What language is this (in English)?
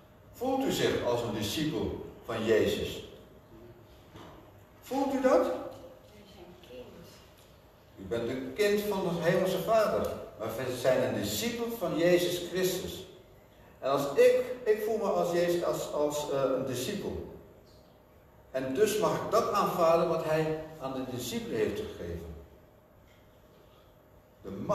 Dutch